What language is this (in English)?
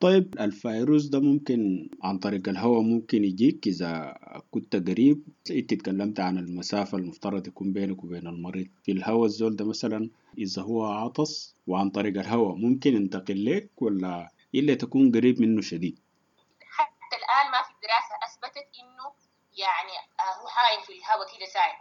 Sudanese Arabic